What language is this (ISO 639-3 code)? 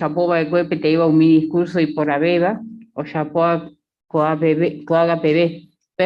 grn